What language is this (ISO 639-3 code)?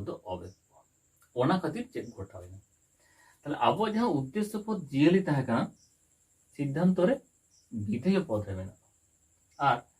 sat